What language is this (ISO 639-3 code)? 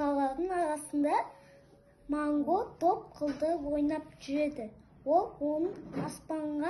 kaz